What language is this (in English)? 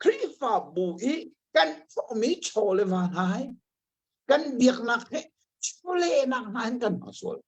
Hakha Chin